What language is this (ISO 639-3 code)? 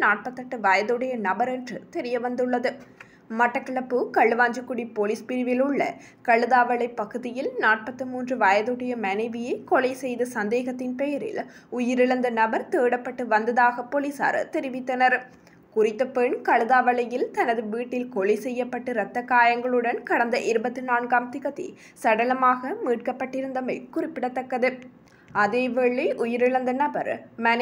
tam